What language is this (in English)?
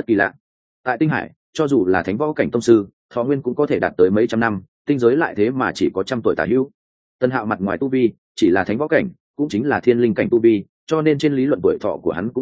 Vietnamese